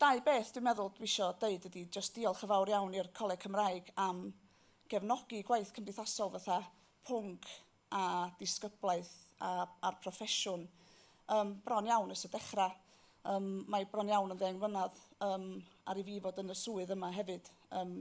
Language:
Welsh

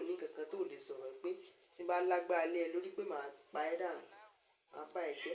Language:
Yoruba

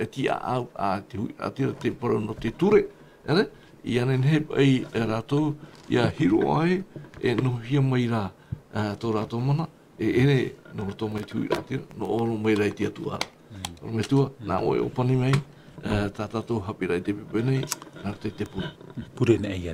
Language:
Tahitian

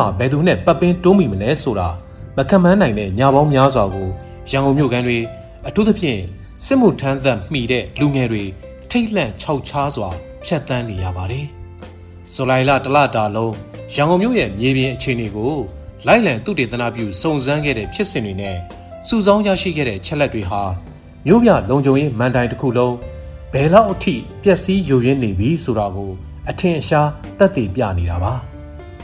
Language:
Burmese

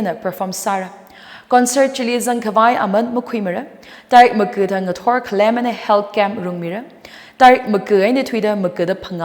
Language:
Tangkhul Naga (India)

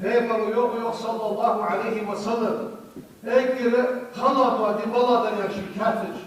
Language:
Ingush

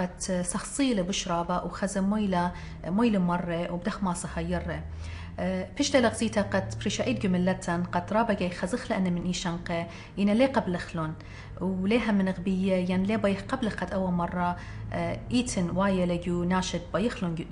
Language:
Assyrian Neo-Aramaic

